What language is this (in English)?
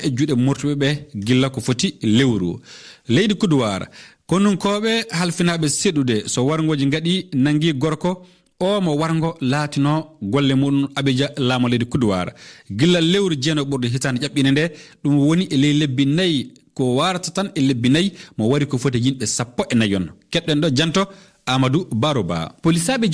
Fula